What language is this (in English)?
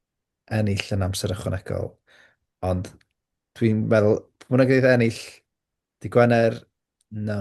Welsh